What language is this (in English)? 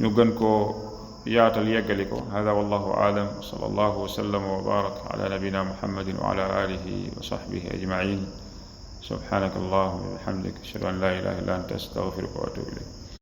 Wolof